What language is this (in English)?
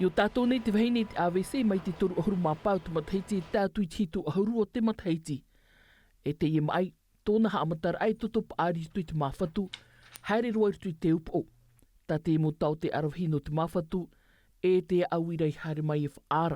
Tahitian